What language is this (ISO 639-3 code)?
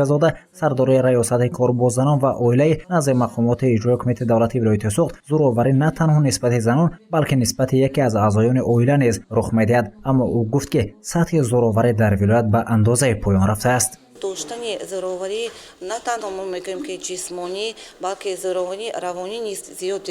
tgk